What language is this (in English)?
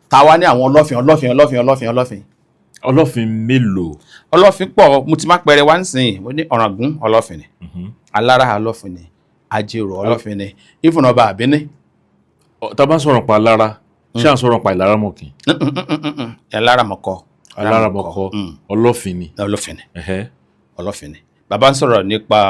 Yoruba